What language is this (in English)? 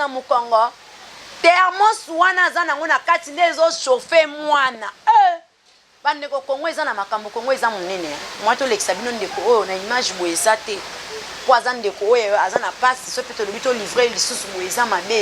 Lingala